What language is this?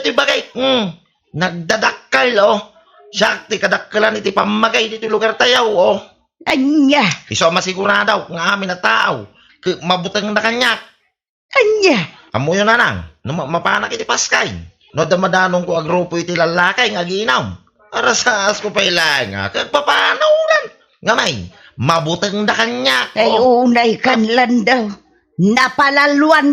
Iloko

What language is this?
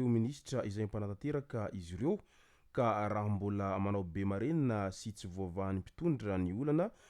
Malagasy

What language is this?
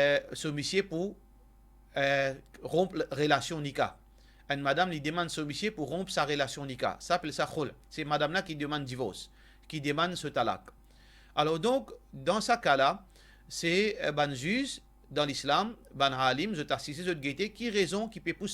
Morisyen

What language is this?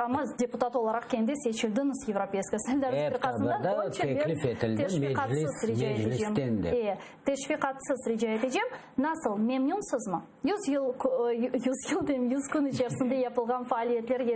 Crimean Tatar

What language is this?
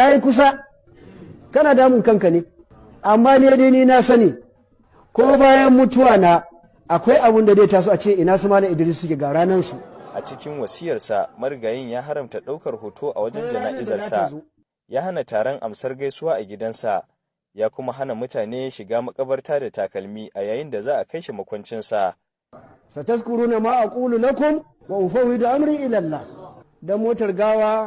Hausa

